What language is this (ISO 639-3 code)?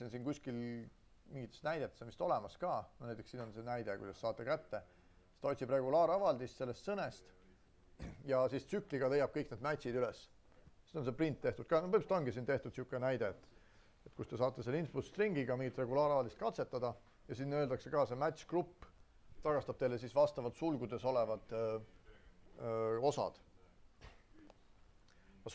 est